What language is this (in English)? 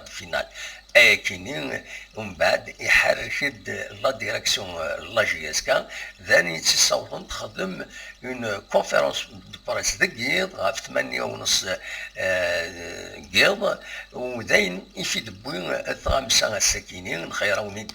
Kabyle